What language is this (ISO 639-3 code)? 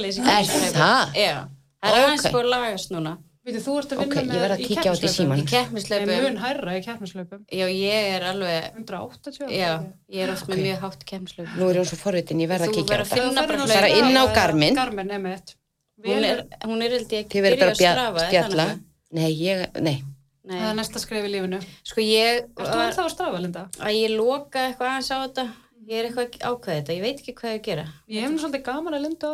isl